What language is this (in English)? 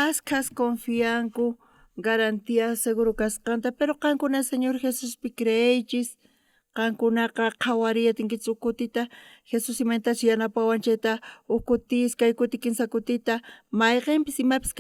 South Bolivian Quechua